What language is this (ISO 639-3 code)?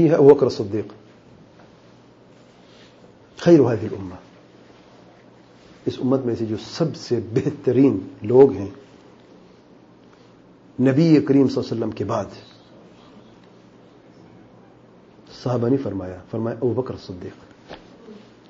urd